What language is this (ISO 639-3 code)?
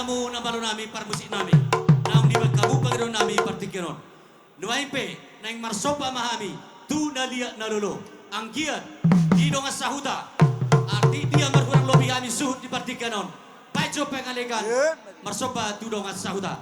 bbc